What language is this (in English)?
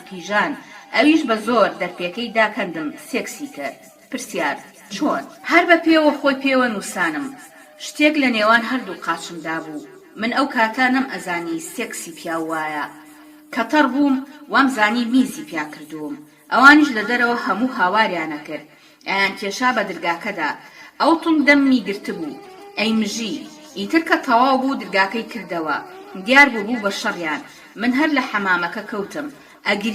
Central Kurdish